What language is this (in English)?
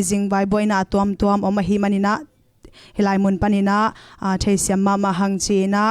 Tedim Chin